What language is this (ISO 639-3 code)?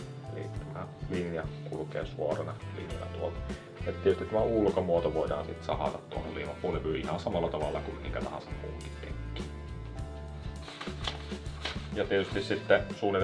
fin